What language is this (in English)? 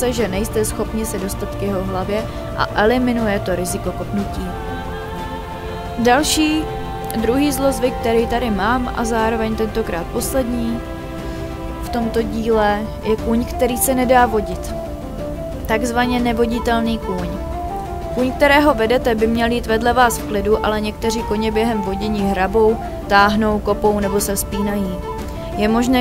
Czech